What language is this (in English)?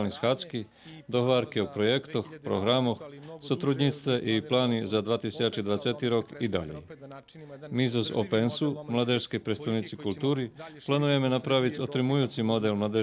Rusyn